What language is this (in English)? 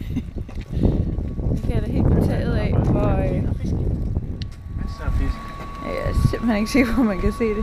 Danish